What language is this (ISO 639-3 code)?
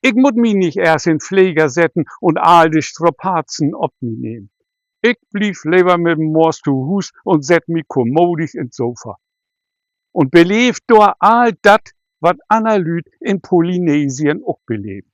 nds